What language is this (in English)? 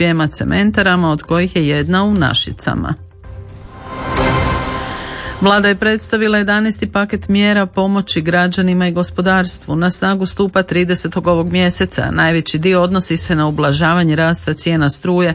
Croatian